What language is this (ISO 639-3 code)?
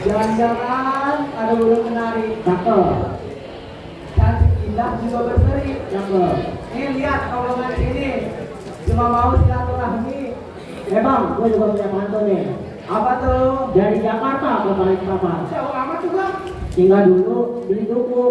bew